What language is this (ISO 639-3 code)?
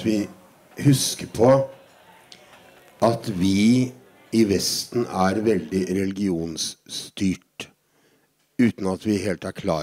nor